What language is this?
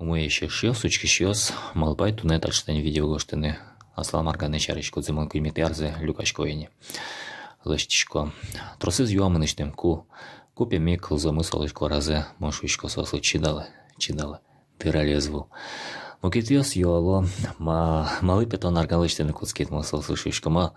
Udmurt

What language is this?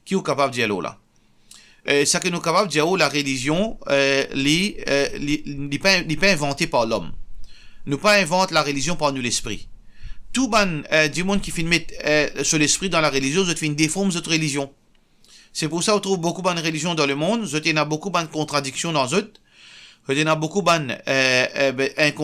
Morisyen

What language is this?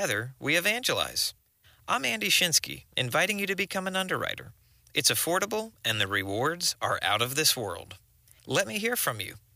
English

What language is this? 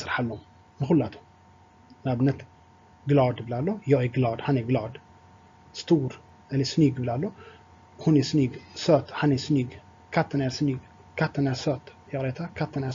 Tigrinya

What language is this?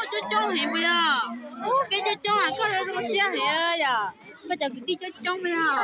Hmong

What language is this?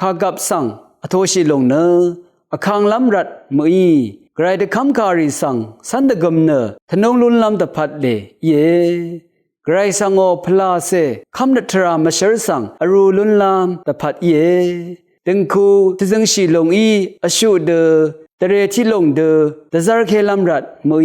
Rawang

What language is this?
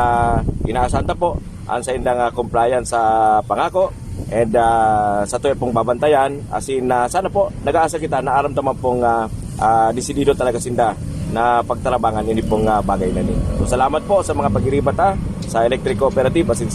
Bikol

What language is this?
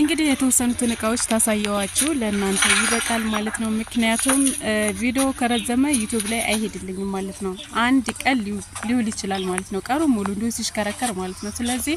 Amharic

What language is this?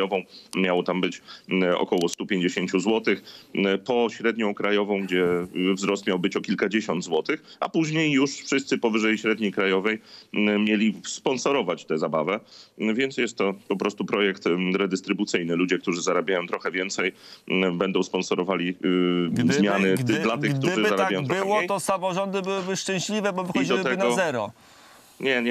Polish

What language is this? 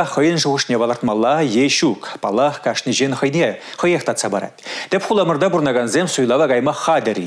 Chuvash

